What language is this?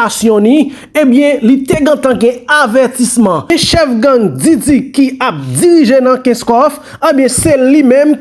Haitian Creole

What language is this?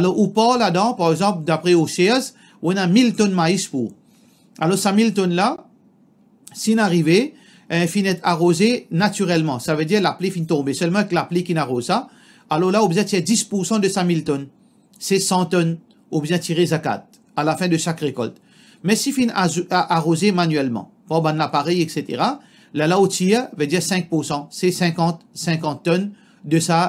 Morisyen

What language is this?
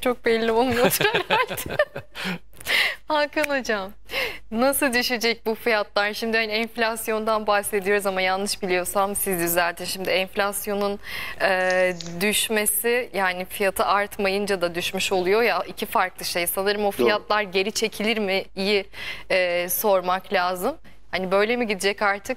Turkish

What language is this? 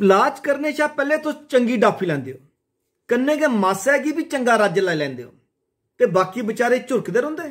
Dogri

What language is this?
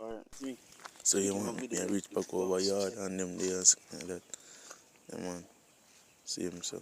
Jamaican Creole English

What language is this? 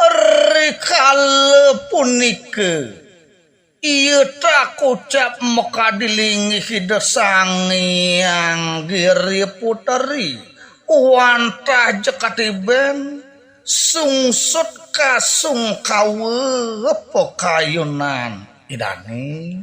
Balinese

